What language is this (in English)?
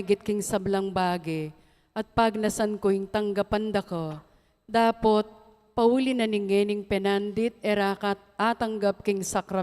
Pampanga